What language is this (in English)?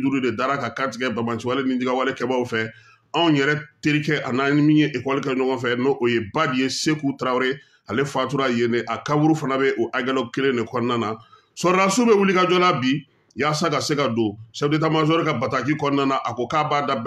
Bambara